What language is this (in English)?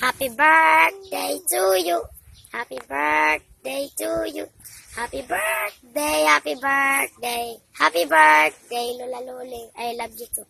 Waray